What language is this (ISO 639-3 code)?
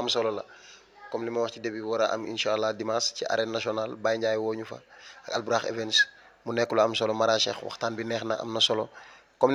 wol